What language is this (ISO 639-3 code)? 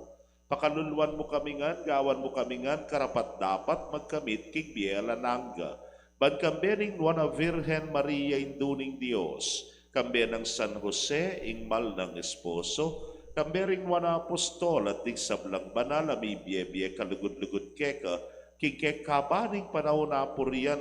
pam